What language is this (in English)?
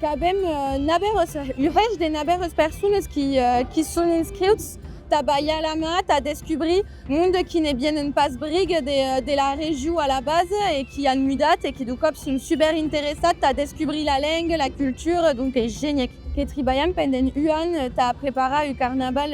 Occitan